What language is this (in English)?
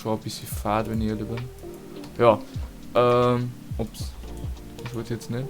Bavarian